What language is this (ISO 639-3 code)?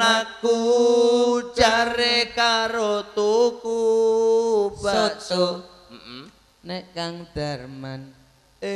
jav